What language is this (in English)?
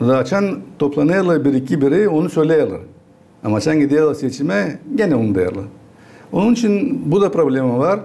Gagauz